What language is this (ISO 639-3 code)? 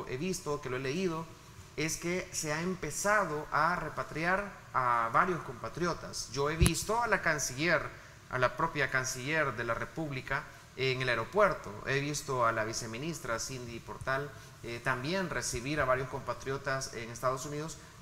spa